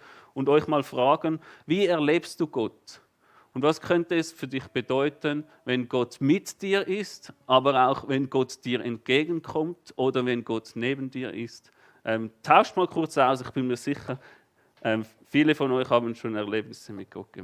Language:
Swiss German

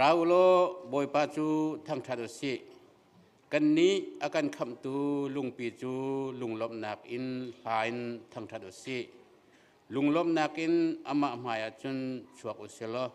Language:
Hakha Chin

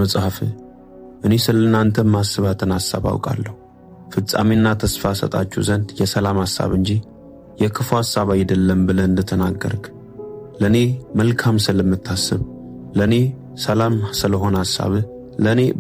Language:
Amharic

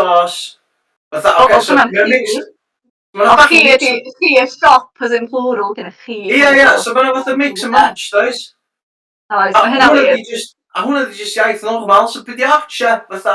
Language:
Welsh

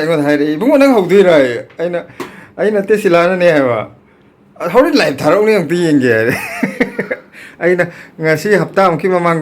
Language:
Manipuri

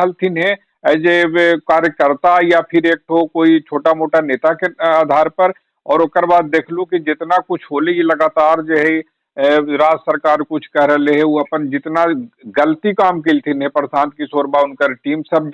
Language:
Magahi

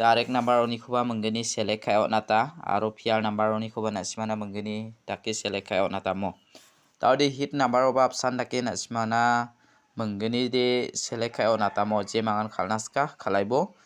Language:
Garo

